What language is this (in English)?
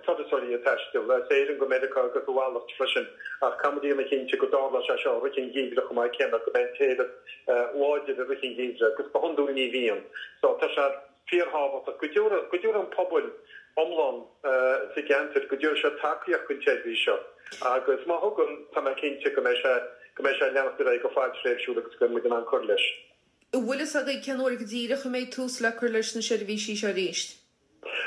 Irish